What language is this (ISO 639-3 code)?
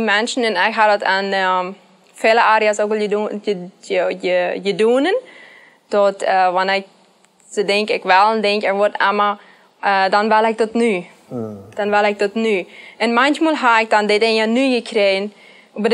pdt